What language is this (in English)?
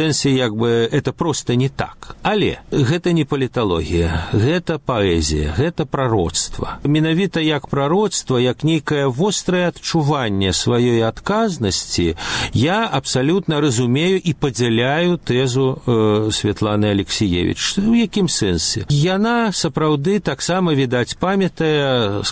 Belarusian